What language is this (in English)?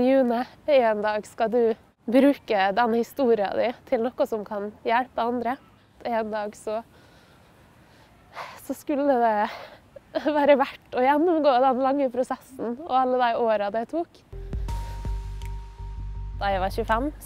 Norwegian